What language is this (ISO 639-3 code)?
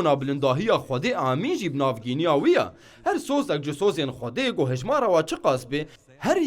kur